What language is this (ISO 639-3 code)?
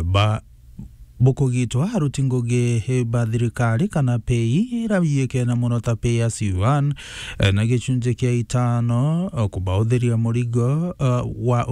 mer